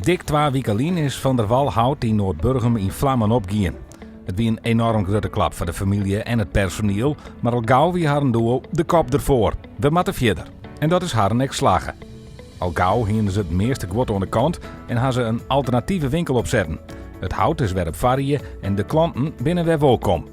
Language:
Western Frisian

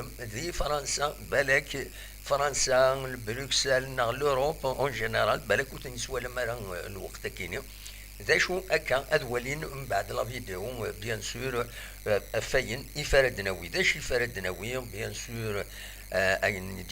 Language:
Kabyle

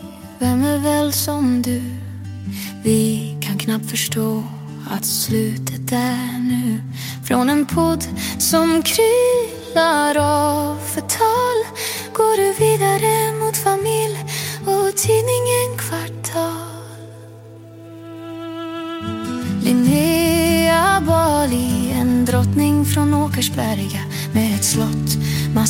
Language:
Swedish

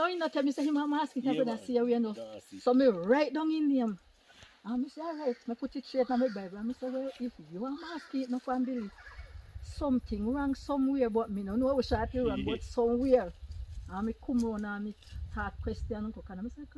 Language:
Jamaican Creole English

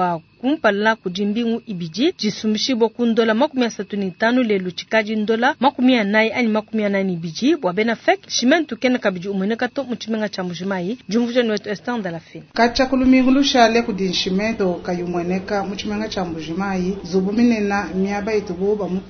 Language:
Luba-Lulua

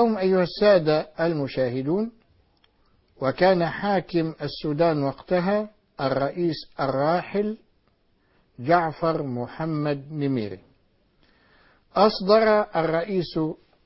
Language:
Arabic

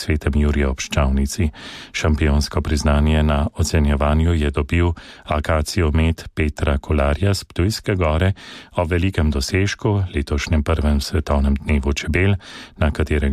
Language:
Slovenian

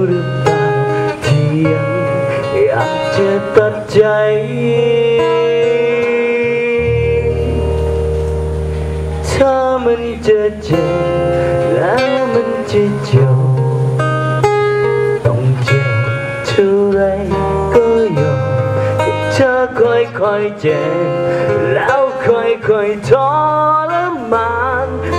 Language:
Thai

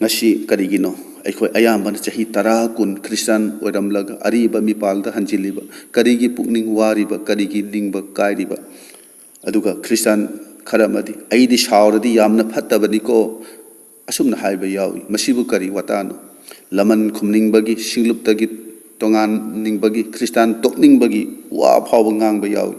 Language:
Manipuri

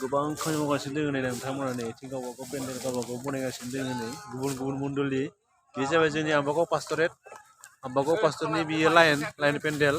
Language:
Bodo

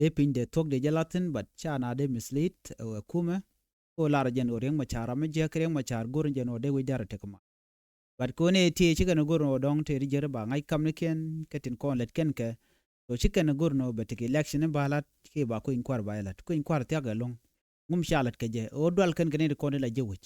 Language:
Nuer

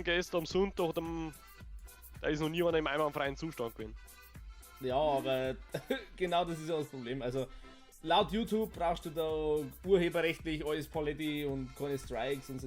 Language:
Bavarian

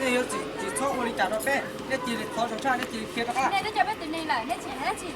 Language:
Hmong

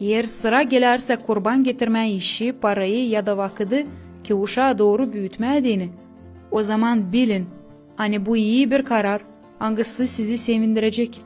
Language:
Gagauz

